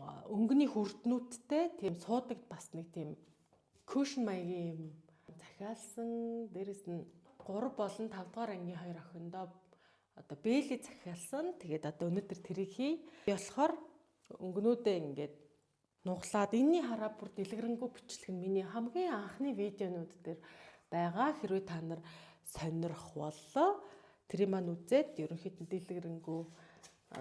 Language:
Mongolian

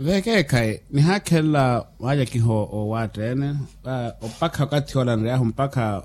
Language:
Makhuwa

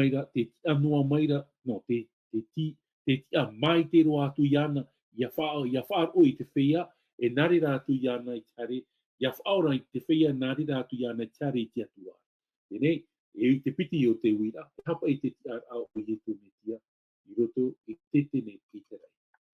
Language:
Tahitian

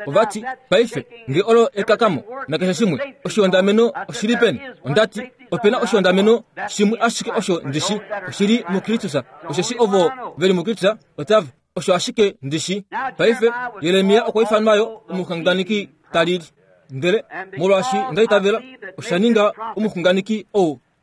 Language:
Kuanyama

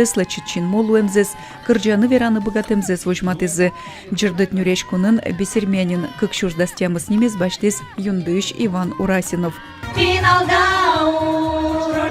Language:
Udmurt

